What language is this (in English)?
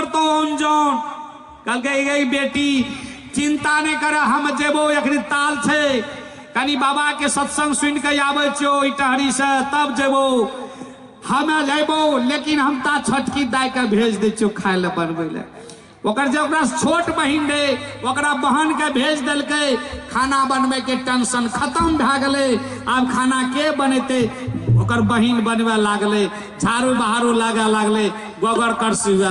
Maithili